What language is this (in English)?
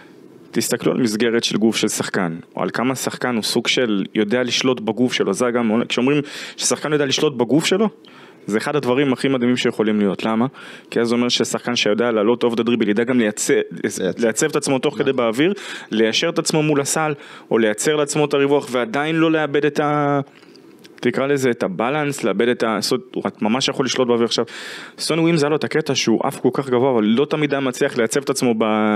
Hebrew